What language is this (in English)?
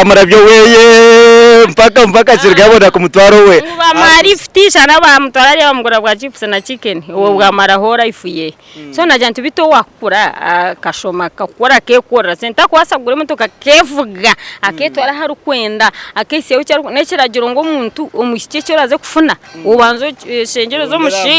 Nyankole